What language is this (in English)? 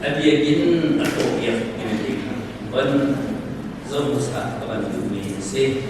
Hakha Chin